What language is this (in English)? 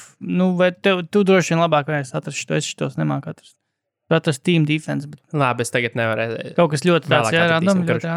Latvian